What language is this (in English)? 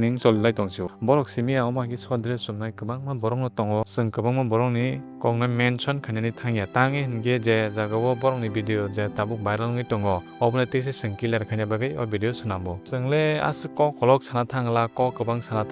Kok Borok